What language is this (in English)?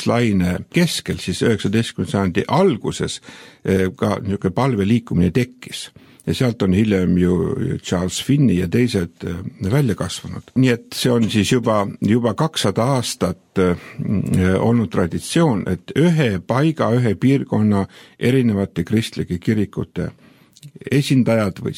Estonian